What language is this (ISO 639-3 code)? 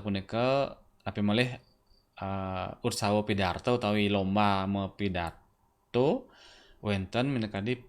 ban